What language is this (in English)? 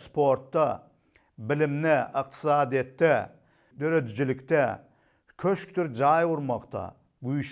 Turkmen